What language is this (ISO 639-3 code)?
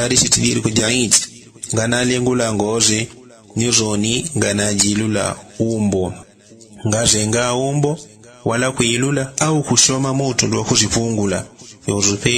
yao